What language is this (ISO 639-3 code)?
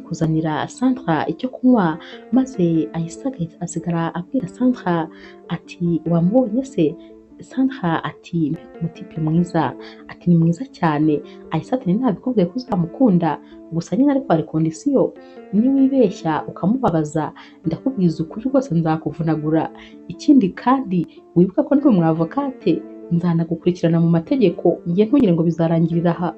kin